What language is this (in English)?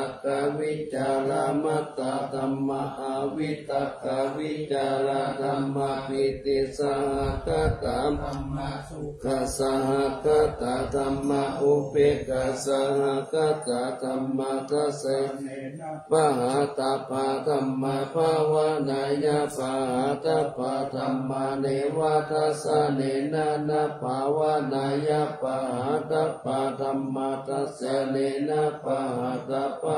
Pali